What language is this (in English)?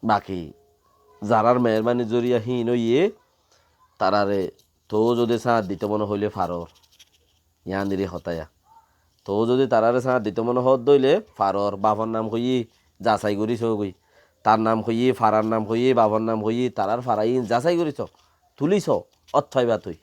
Rohingya